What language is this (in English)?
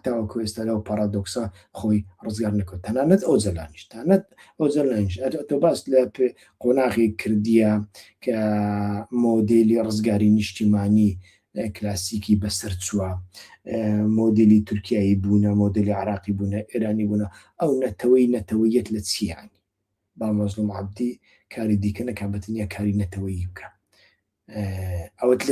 Central Kurdish